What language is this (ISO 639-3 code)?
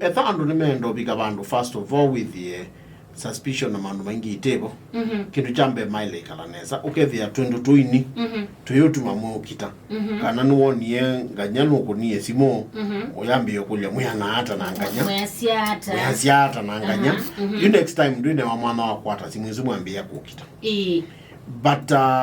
kam